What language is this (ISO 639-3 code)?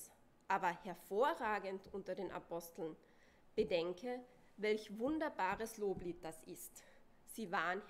deu